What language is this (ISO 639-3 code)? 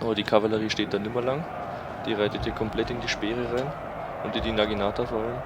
bar